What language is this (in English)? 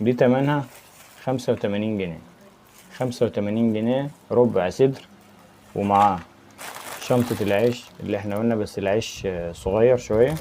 Egyptian Arabic